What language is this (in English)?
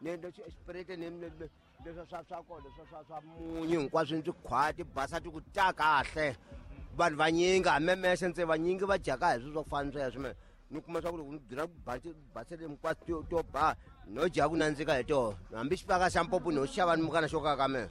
Tsonga